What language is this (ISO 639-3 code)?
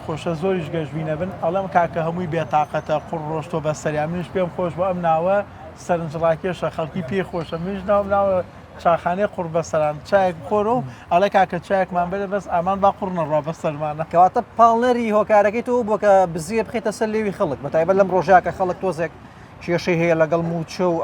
ckb